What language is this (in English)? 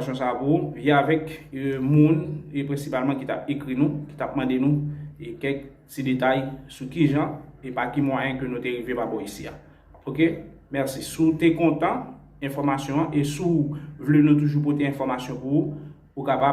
Haitian Creole